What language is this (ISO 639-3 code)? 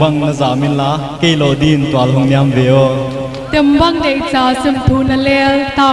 pck